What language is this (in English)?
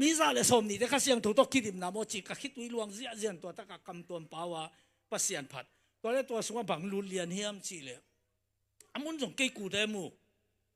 Tedim Chin